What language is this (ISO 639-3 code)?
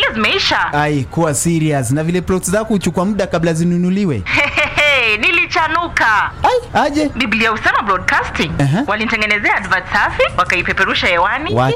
swa